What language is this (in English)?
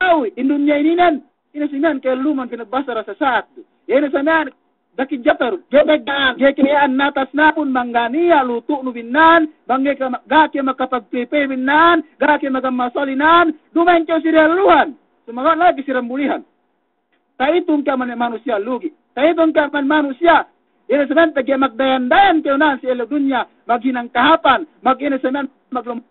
Yakan